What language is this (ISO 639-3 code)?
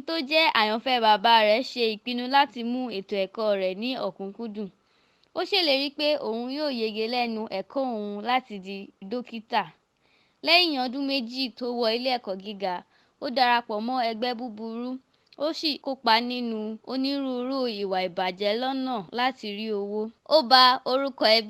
yor